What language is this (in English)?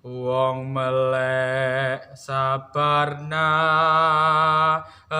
Javanese